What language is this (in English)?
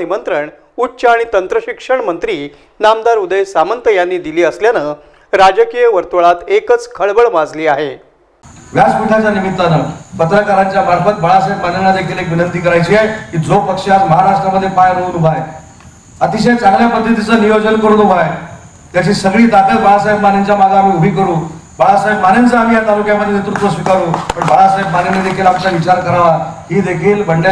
Marathi